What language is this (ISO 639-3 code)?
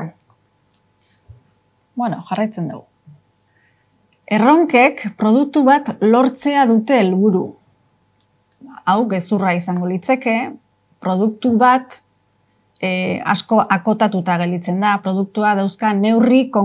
eus